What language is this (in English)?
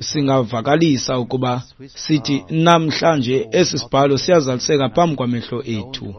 Xhosa